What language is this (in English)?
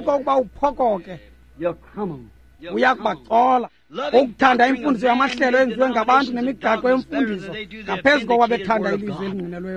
Xhosa